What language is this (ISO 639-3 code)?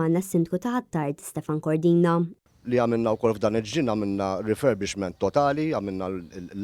mlt